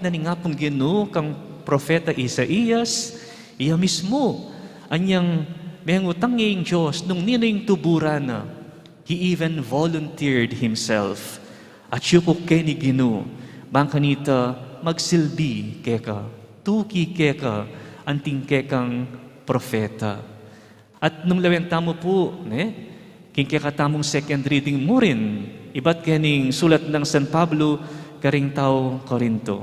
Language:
Pampanga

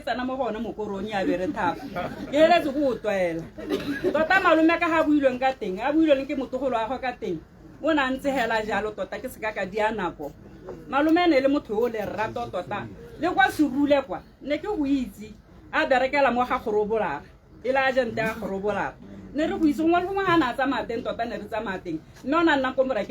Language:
Tswana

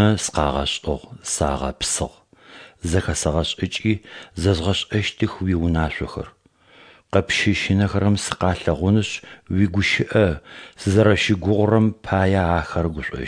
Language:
Adyghe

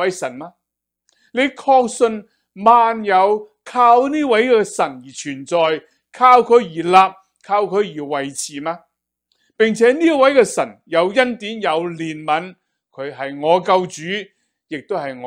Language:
Cantonese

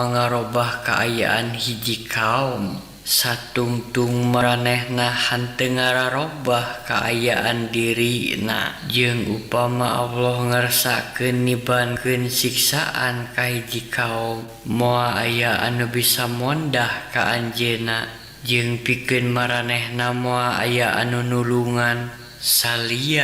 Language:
Sundanese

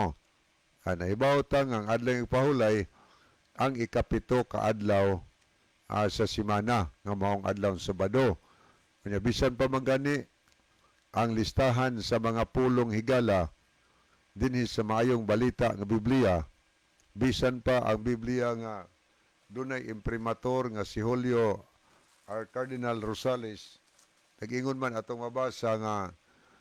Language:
Cebuano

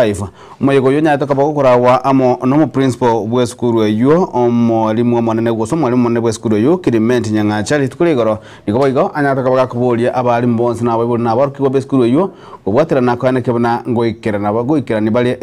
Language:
Gusii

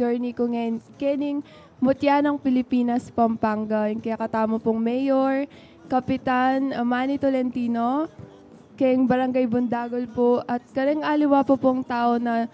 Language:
Pampanga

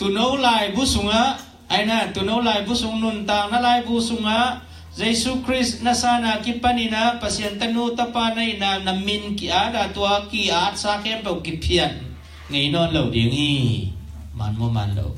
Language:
Tedim Chin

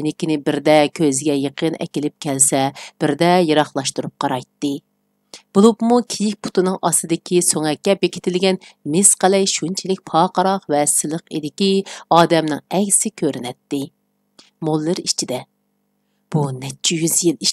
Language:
Uyghur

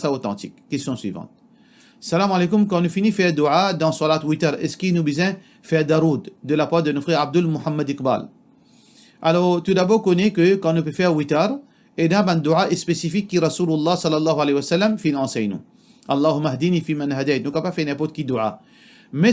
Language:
Morisyen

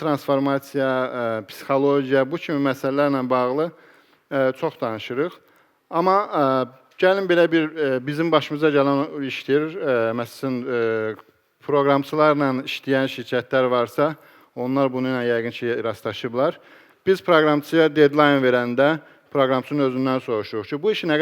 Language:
Azerbaijani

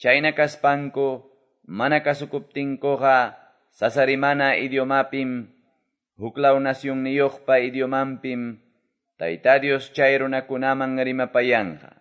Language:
Quechua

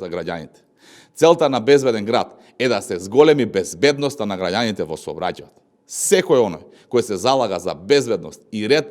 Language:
Macedonian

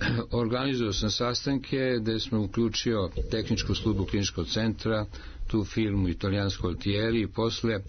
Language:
Serbian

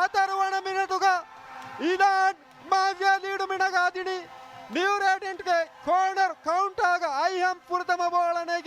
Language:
Divehi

